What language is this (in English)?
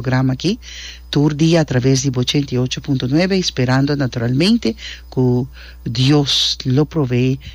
Papiamento